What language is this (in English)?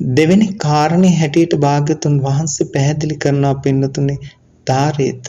Sinhala